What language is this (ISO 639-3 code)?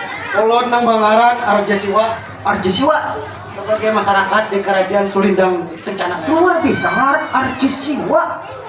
bjn